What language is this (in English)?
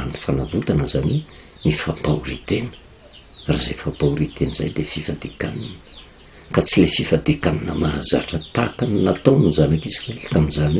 Malagasy